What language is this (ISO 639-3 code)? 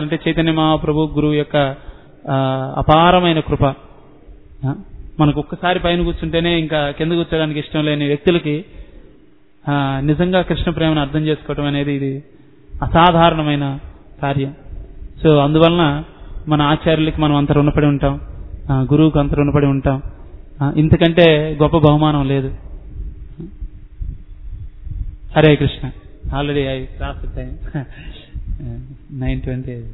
tel